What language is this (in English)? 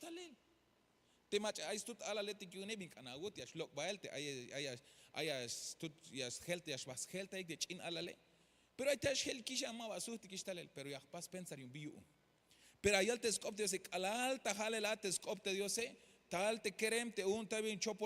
Tzeltal